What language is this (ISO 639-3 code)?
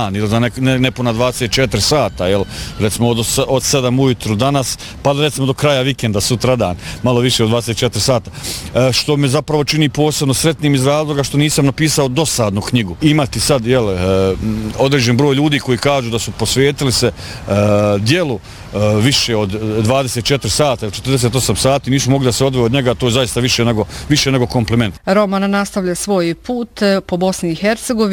bos